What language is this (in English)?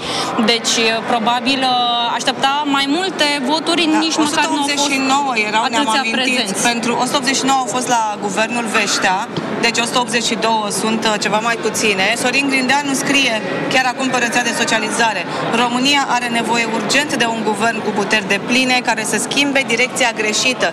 Romanian